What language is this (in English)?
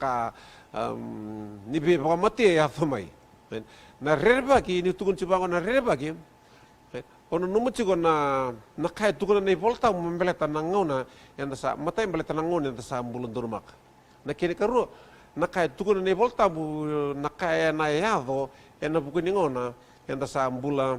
Fijian